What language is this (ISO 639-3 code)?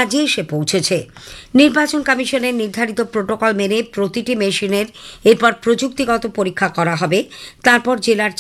ben